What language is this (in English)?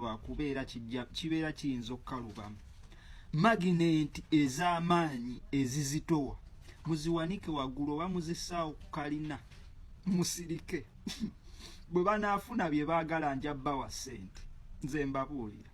Ganda